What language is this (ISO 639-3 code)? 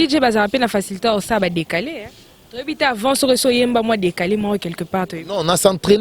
lin